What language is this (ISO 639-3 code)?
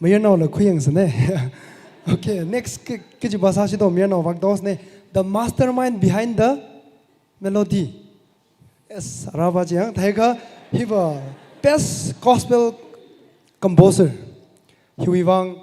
nmf